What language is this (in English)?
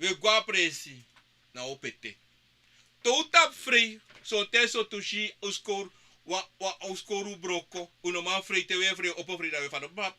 Sranan Tongo